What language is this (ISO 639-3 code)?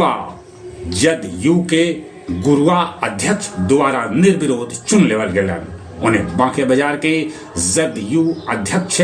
mag